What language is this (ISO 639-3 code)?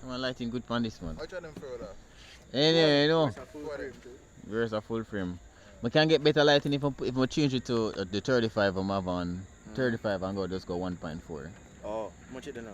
jam